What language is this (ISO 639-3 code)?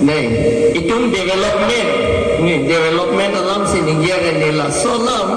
mjw